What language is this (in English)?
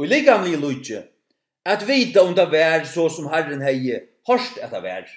Faroese